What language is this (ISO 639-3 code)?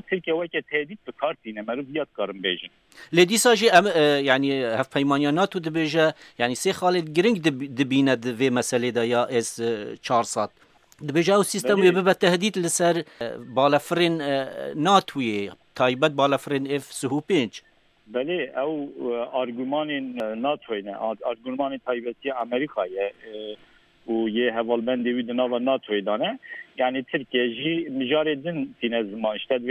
kur